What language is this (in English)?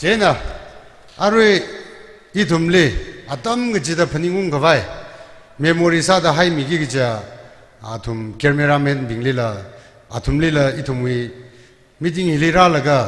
Tangkhul Naga (India)